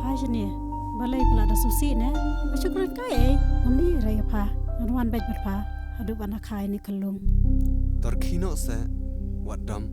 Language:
Khasi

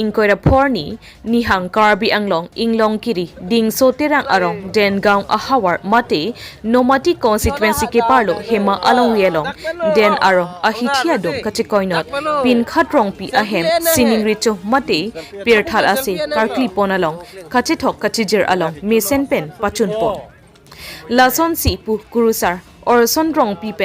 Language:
Karbi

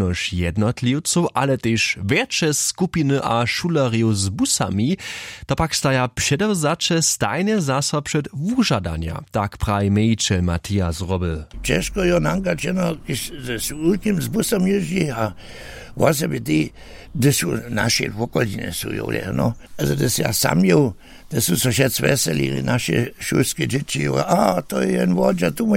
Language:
Upper Sorbian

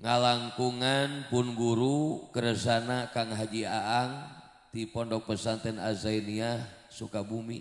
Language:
Sundanese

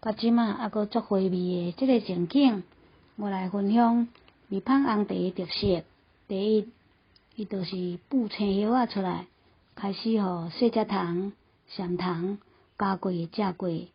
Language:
Min Nan Chinese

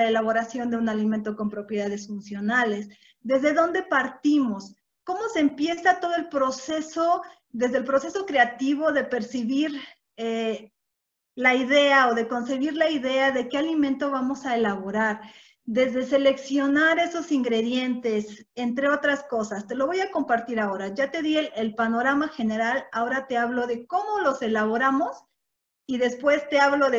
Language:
Spanish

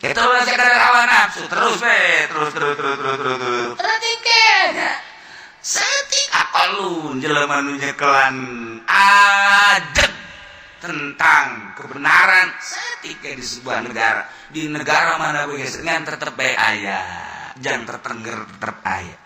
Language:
Sundanese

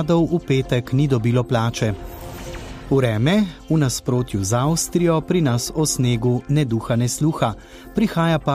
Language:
Slovenian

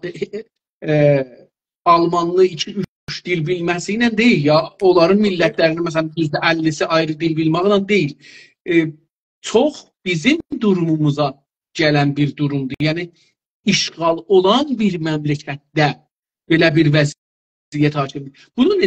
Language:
South Azerbaijani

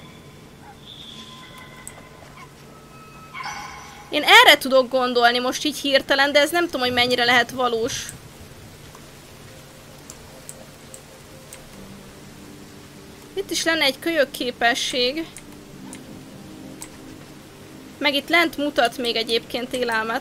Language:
Hungarian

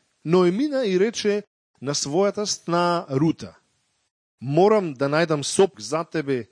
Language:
Macedonian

